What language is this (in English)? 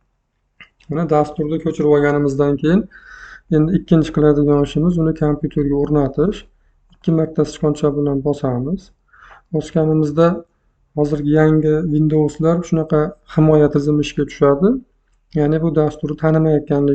Uzbek